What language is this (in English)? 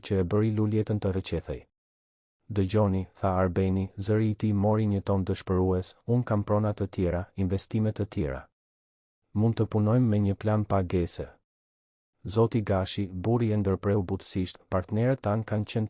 Albanian